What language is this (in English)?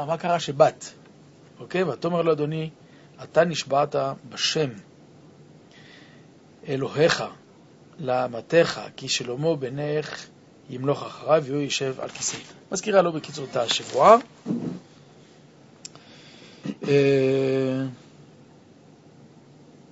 Hebrew